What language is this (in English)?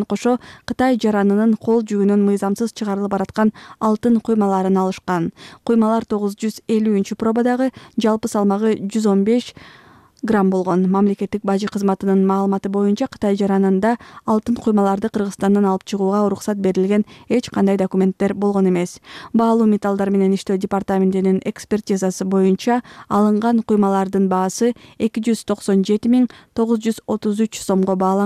Kyrgyz